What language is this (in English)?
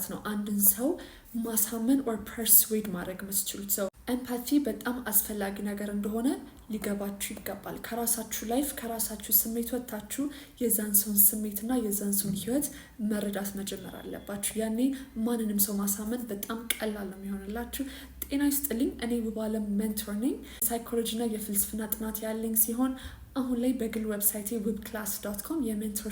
Amharic